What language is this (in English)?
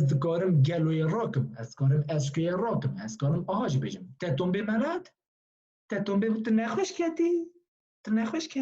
Kurdish